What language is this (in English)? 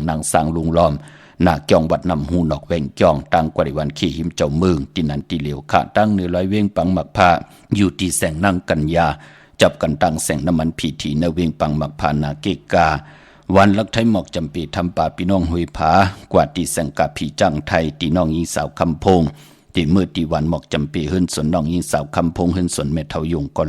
Shan